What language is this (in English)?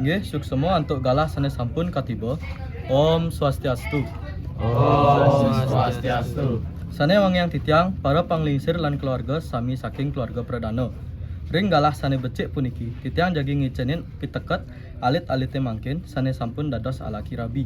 Balinese